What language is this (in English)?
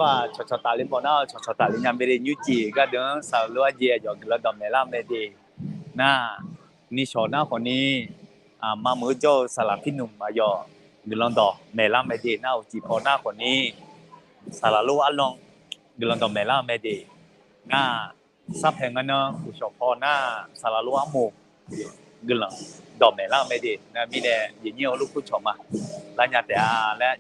Akha